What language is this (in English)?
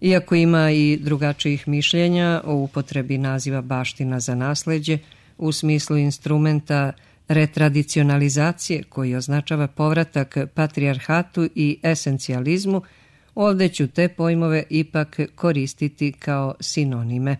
Serbian